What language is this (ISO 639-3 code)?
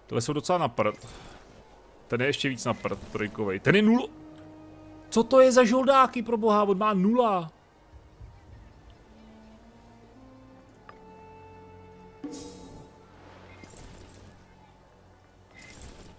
ces